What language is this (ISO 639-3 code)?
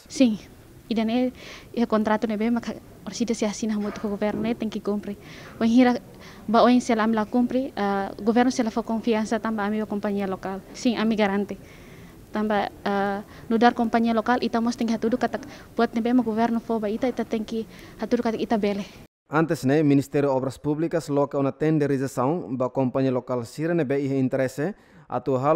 tet